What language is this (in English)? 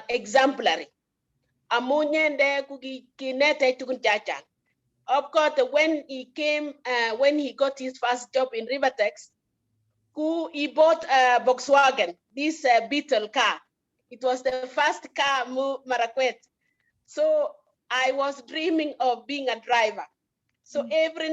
Kalenjin